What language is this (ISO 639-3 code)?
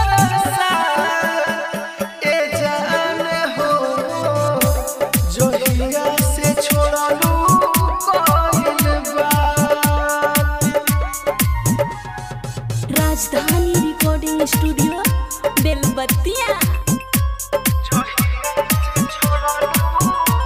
bho